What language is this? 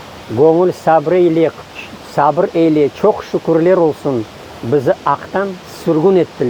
Crimean Tatar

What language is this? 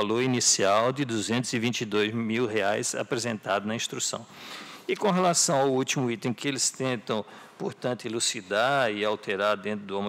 Portuguese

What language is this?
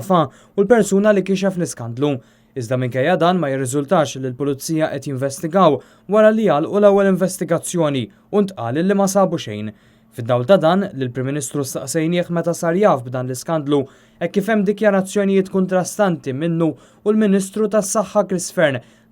Maltese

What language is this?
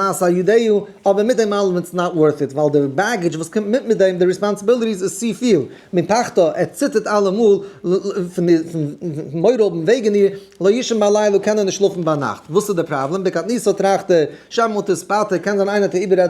Yiddish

